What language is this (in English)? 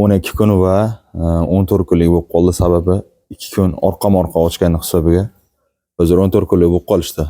Uzbek